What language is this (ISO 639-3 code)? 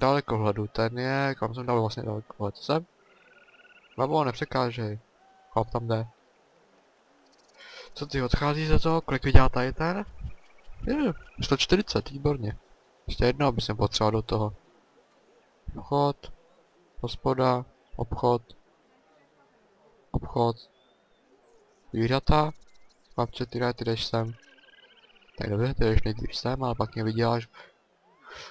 ces